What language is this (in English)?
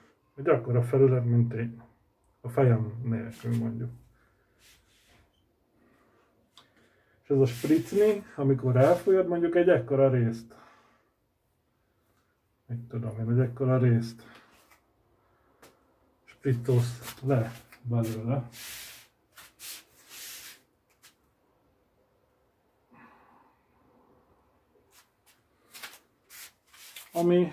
Hungarian